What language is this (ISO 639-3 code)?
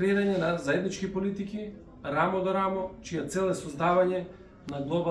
mkd